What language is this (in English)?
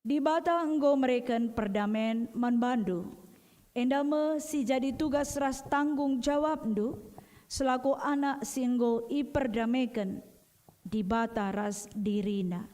Batak Karo